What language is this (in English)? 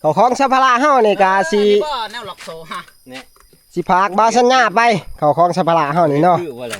Northeastern Thai